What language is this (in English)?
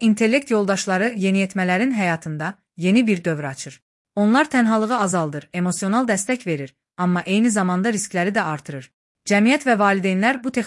Azerbaijani